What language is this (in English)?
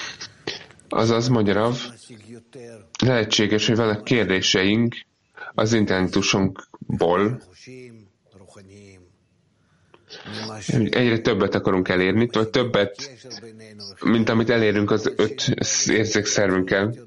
Hungarian